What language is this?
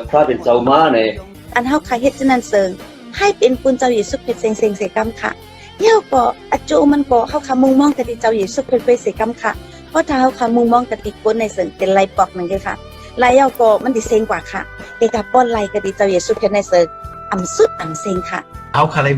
Shan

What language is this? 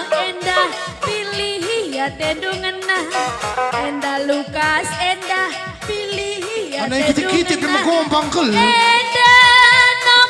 Batak Karo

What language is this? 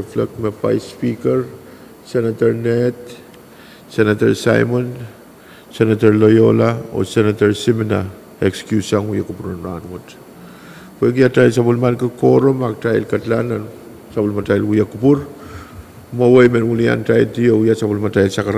Pohnpeian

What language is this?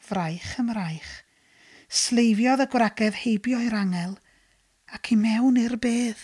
Welsh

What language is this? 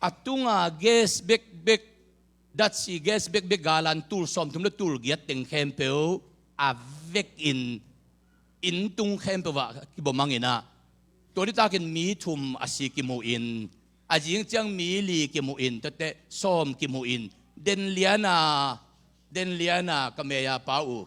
Tedim Chin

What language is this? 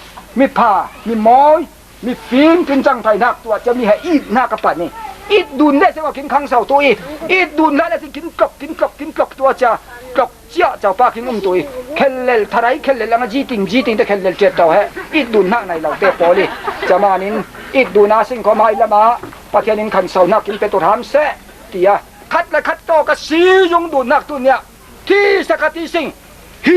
Falam Chin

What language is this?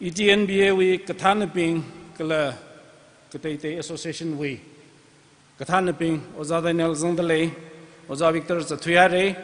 Tangkhul Naga (India)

